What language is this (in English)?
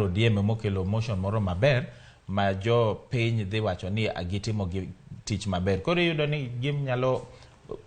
Luo (Kenya and Tanzania)